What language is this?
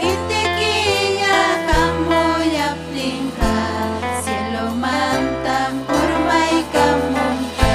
Ayacucho Quechua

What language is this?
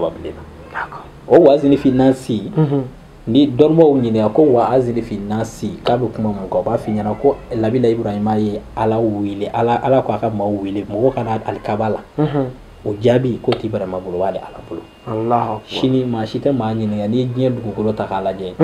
Bambara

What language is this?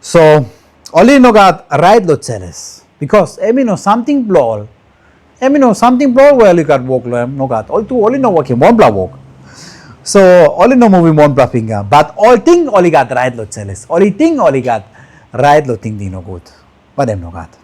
Tok Pisin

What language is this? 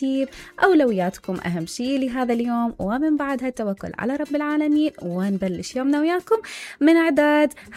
Mesopotamian Arabic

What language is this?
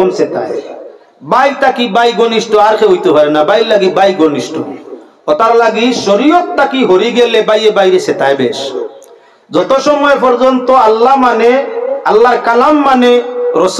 Sylheti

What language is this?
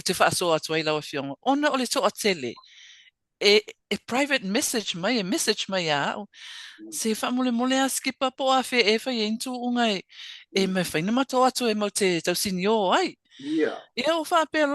Samoan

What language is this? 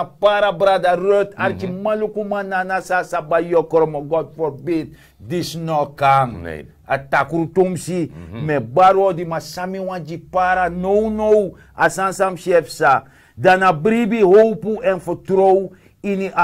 Sranan Tongo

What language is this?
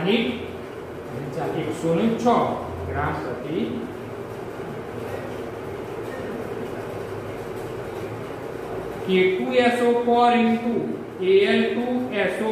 Gujarati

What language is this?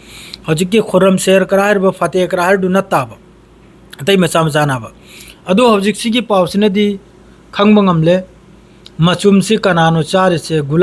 Manipuri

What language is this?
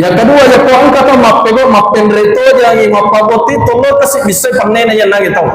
Buginese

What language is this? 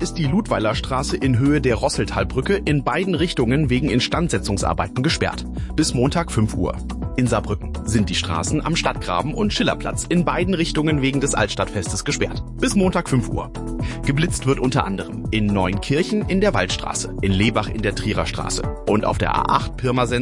German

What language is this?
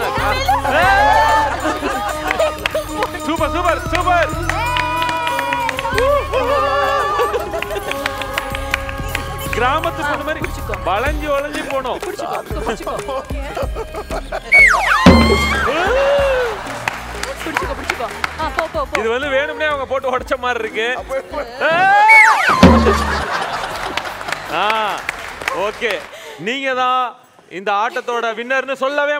Tamil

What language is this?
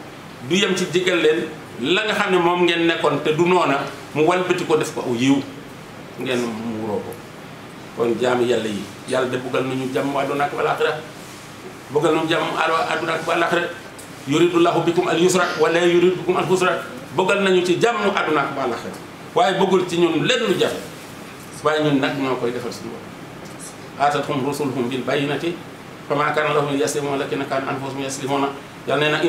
Wolof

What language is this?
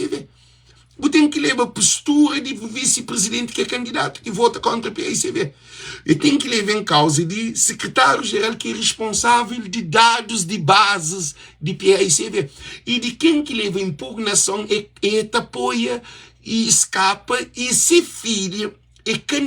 Kabuverdianu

